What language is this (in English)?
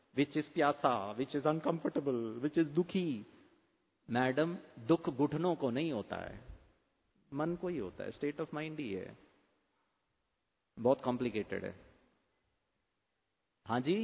Hindi